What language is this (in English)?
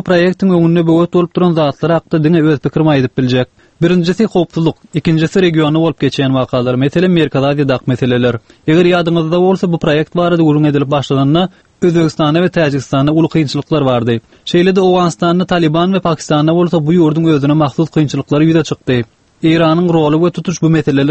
Turkmen